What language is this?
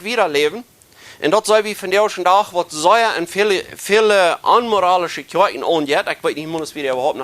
Plautdietsch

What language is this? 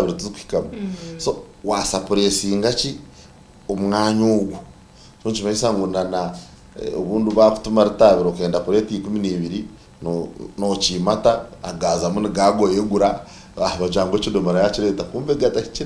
Nyankole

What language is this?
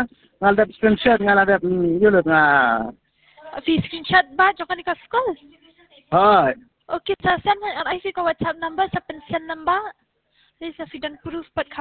Khasi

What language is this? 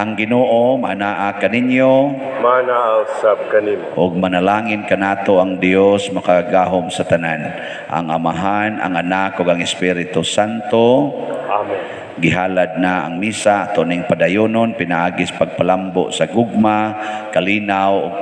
Cebuano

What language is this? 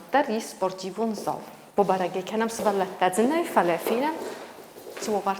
Ossetic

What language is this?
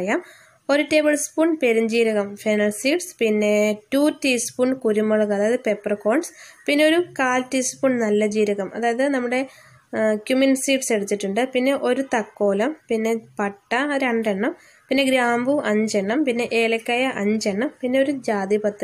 Malayalam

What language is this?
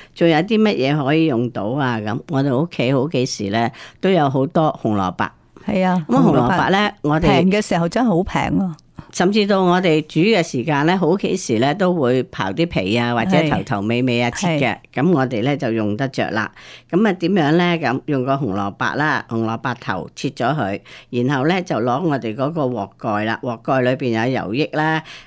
Cantonese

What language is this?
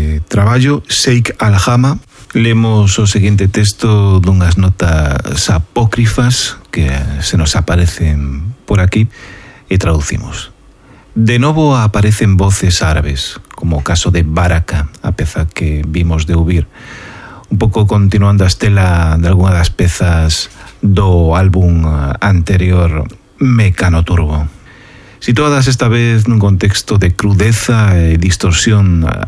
Galician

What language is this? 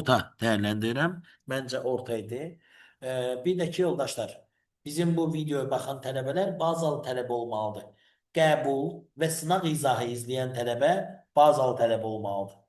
Azerbaijani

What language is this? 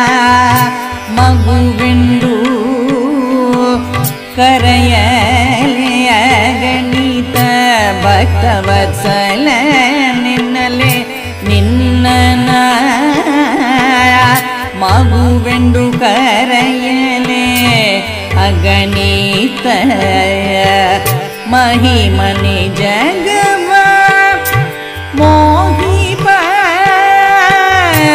Kannada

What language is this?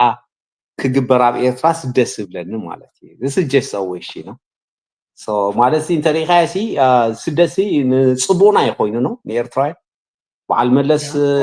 Tigrinya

